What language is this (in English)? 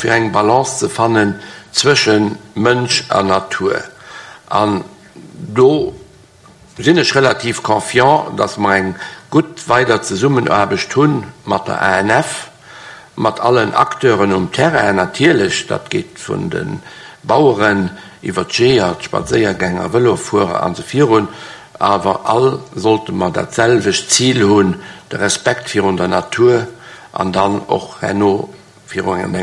Luxembourgish